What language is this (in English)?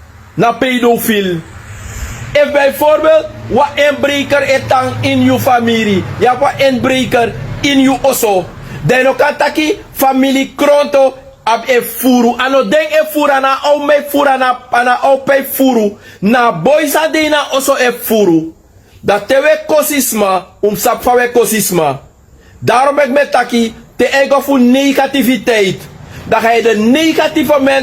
Sranan Tongo